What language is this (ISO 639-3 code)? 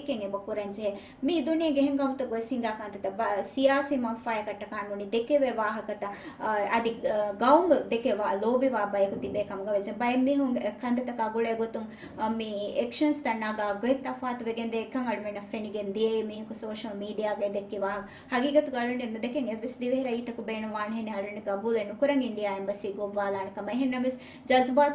div